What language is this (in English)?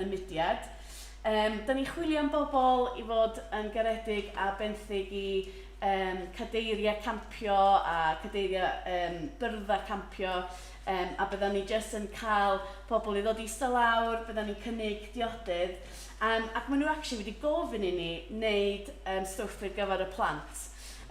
Welsh